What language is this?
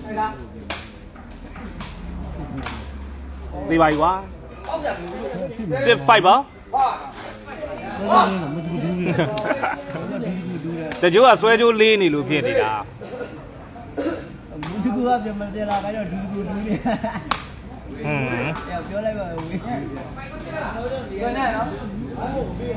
Burmese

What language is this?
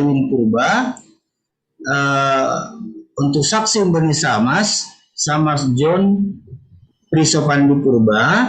Batak Simalungun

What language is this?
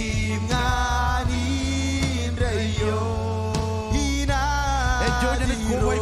Marshallese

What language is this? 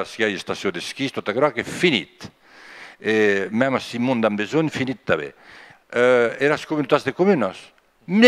Occitan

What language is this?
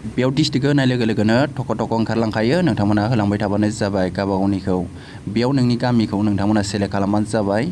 Bodo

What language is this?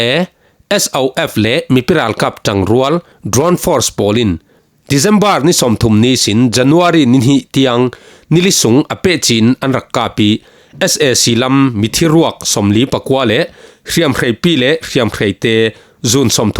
Falam Chin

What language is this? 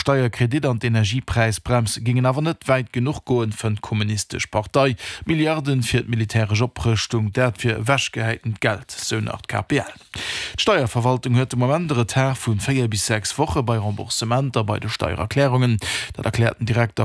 Luxembourgish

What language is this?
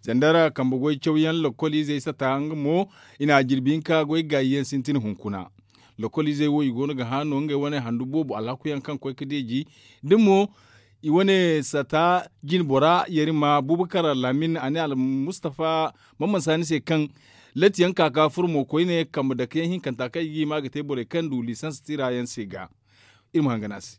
Zarma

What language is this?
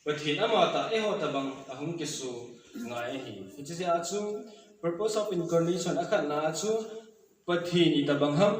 Thado Chin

